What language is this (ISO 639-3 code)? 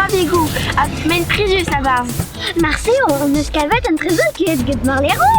bre